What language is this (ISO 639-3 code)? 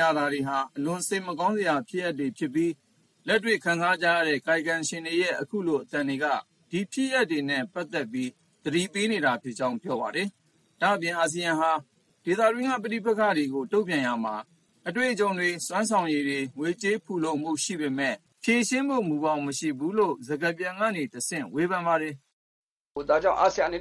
mya